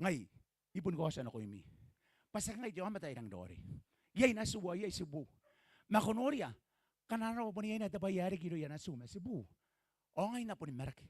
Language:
Gilbertese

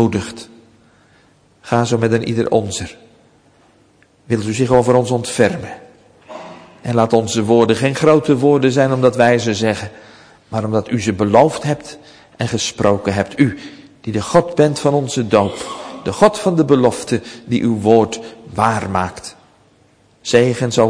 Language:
Dutch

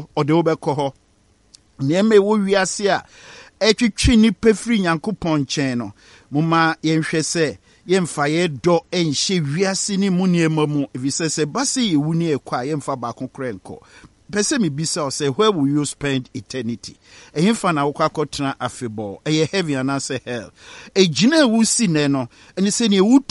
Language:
Akan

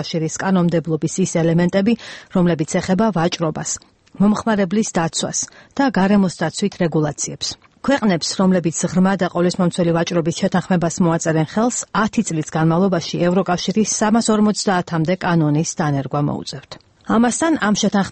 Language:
Georgian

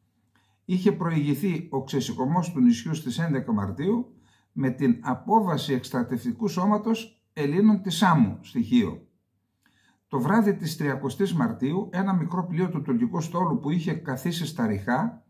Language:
Greek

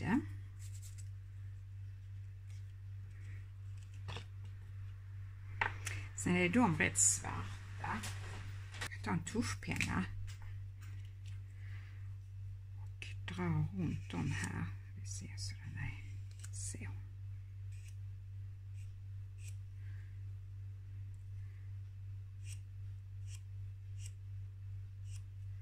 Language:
Swedish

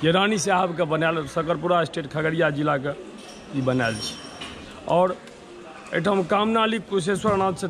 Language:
Maithili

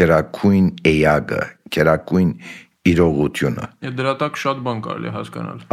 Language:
Armenian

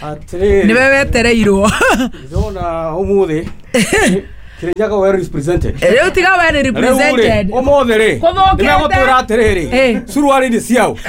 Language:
Kikuyu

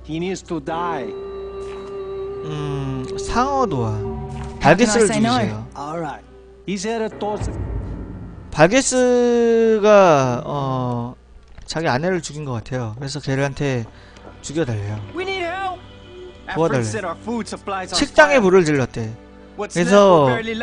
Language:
Korean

